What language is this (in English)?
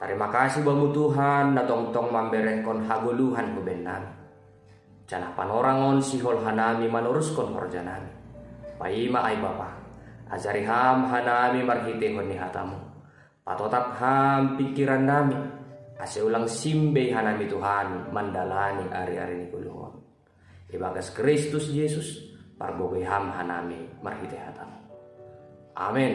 Batak Simalungun